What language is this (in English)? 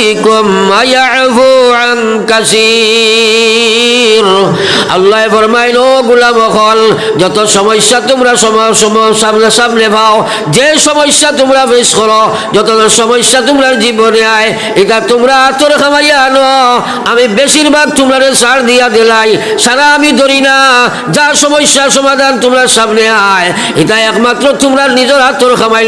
Sylheti